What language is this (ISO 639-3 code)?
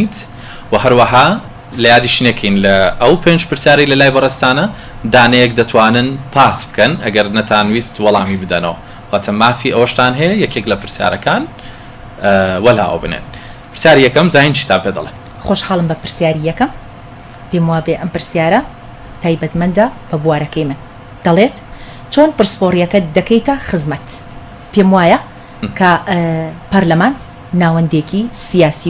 ckb